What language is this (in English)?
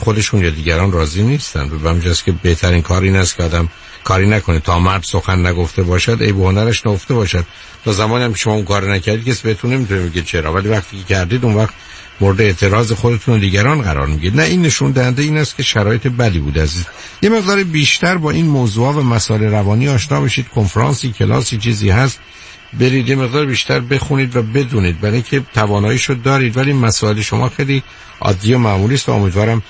Persian